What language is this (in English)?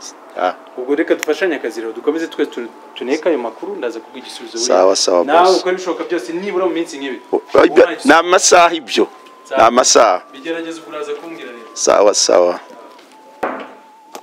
Kinyarwanda